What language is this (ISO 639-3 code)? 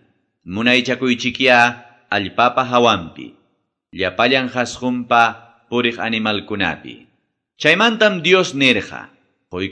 que